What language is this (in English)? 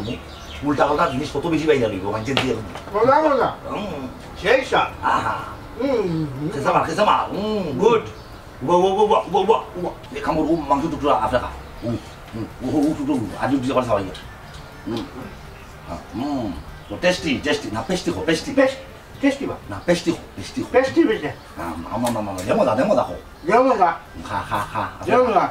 Sylheti